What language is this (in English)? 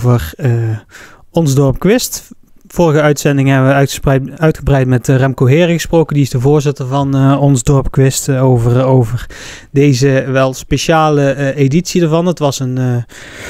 Dutch